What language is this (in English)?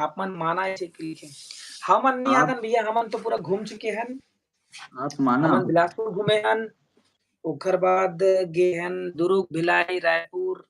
Chhattisgarhi